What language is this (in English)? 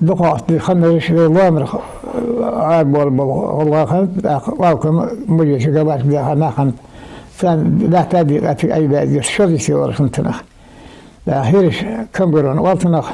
Ingush